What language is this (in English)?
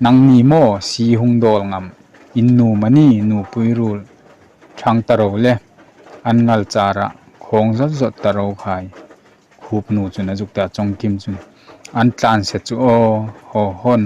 Hmar